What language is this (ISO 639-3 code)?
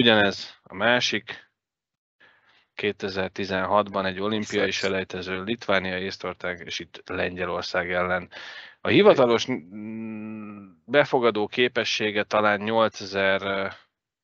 hun